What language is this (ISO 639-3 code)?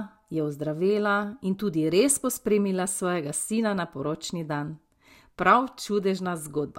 slv